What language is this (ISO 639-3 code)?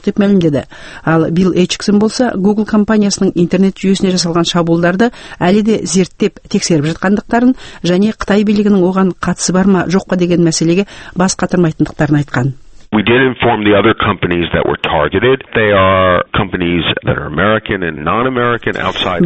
kaz